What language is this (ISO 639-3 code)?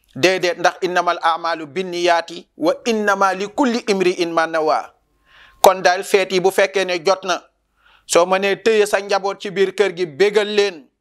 wol